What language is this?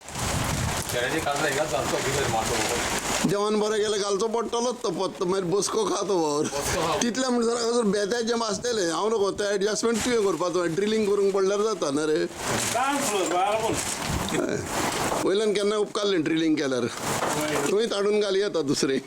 Konkani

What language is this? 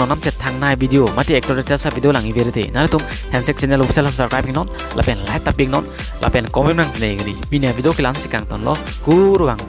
Karbi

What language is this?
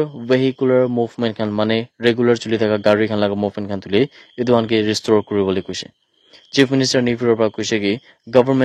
Naga Pidgin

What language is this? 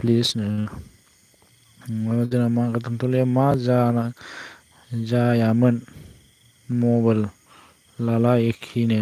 Bodo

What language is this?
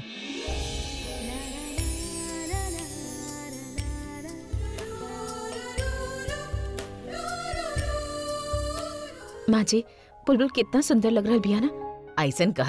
Bhojpuri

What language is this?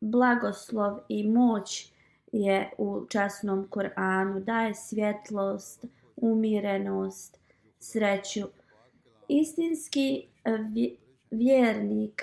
Bosnian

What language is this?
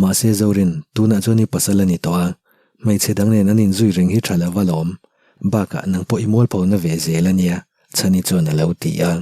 Mizo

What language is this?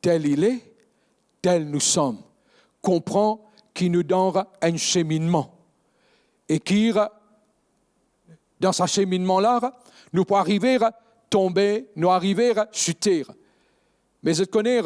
Morisyen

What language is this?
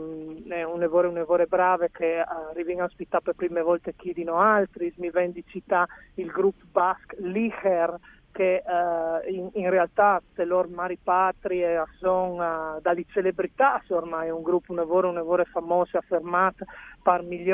Friulian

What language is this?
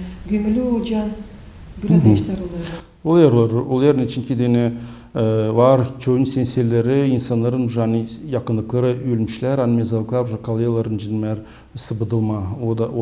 Gagauz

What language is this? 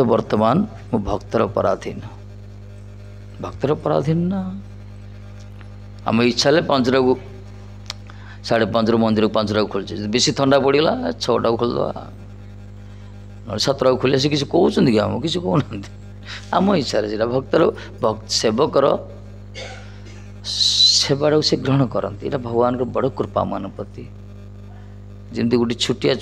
Odia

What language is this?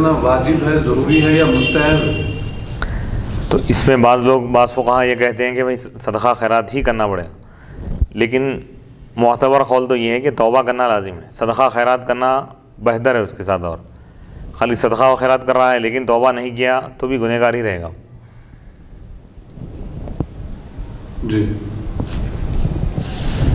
Urdu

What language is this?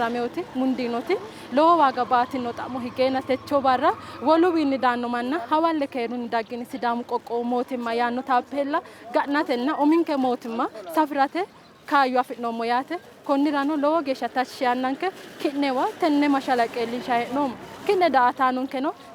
Sidamo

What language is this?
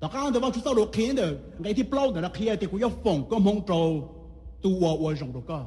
Hmong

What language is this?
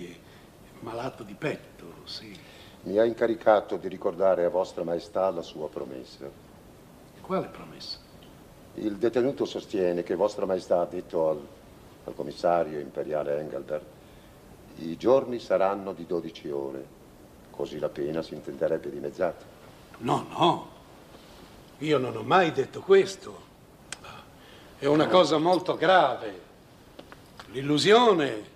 Italian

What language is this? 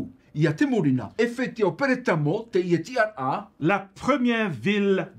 Tahitian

